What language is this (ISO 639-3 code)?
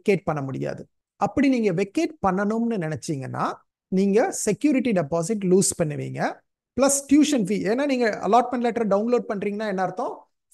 tam